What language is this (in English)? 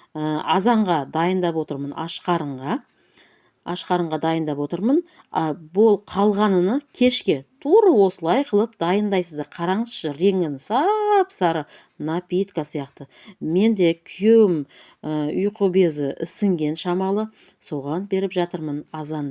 Kazakh